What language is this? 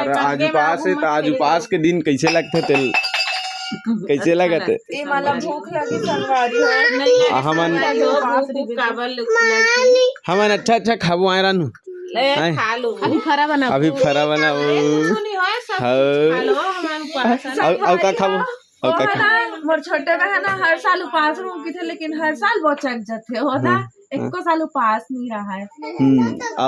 Chhattisgarhi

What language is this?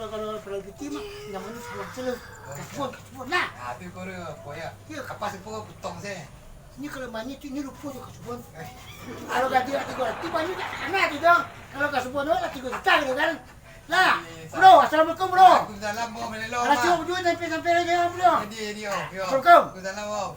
Minangkabau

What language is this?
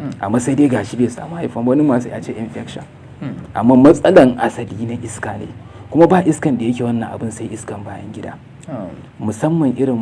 Hausa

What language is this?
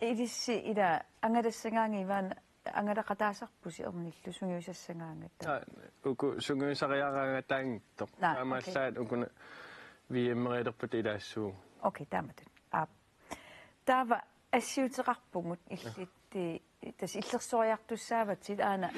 Kalaallisut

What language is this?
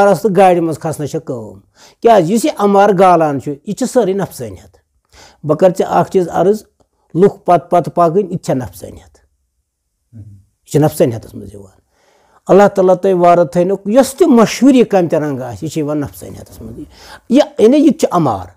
Kashmiri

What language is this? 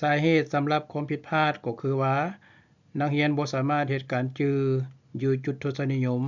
Lao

